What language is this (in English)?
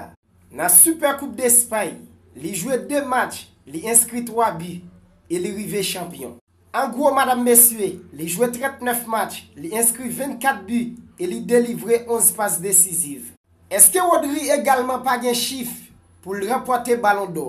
Haitian Creole